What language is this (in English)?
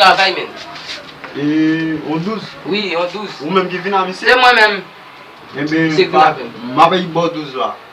Haitian Creole